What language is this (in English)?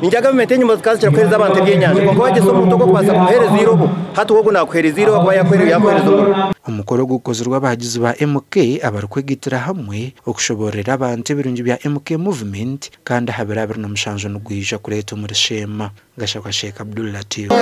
Nyankole